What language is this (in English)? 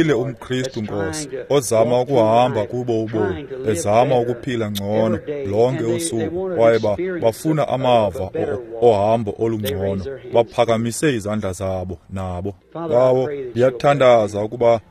Xhosa